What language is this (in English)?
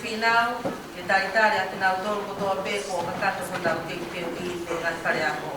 Tongan